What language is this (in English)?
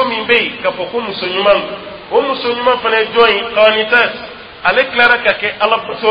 Dyula